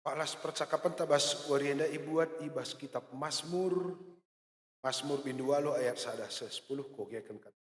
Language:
Batak Karo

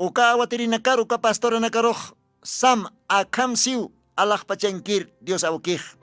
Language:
Aymara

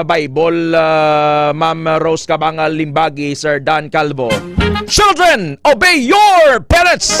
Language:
Hiligaynon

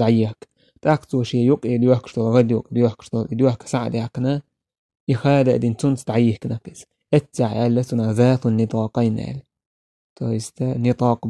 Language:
Chechen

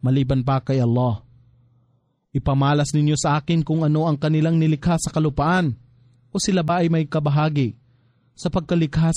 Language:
Filipino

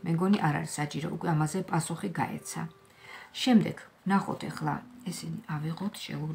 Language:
Georgian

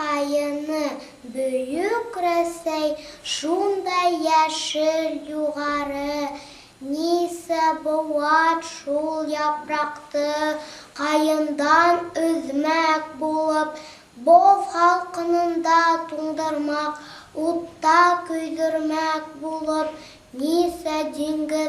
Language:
Bashkir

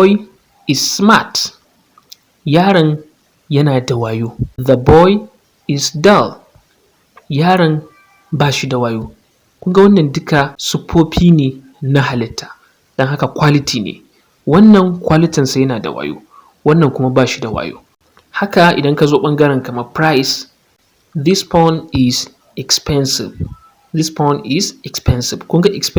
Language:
Hausa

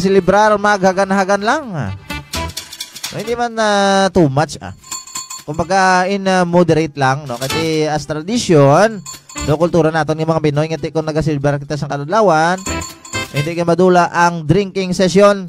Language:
Hiligaynon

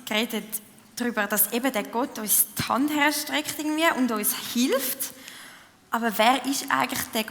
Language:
Swiss German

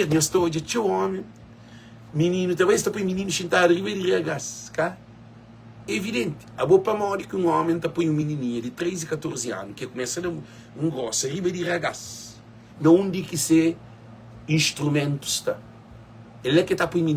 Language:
Kabuverdianu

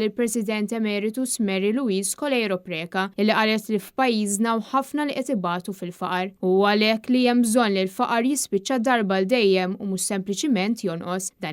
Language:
Maltese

